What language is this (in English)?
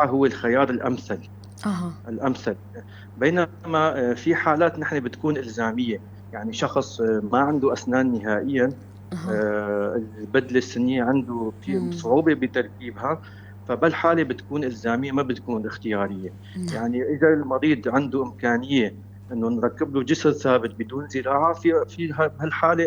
North Levantine Arabic